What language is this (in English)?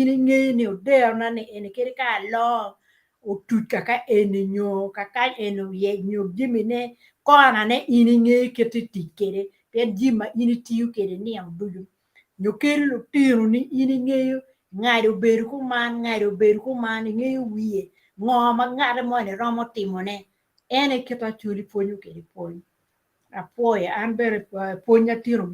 Acoli